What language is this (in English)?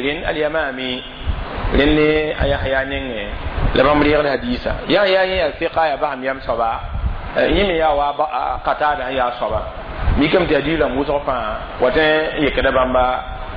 Mossi